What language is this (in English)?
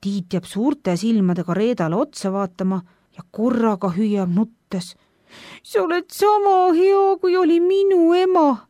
Estonian